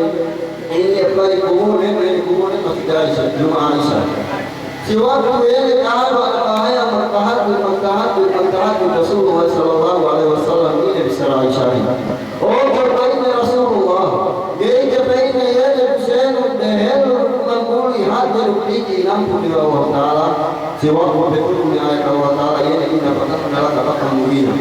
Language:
Yakan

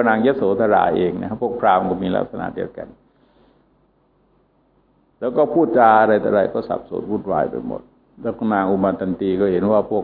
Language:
Thai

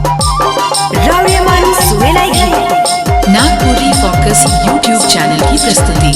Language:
Sadri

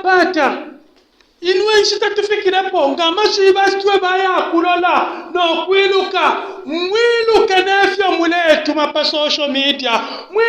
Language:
Bemba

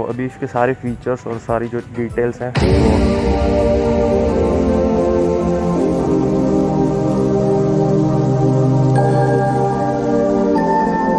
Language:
Hindi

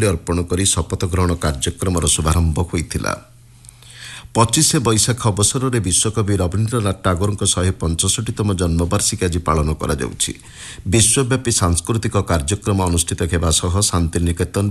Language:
Odia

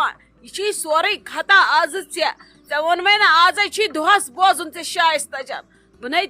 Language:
Kashmiri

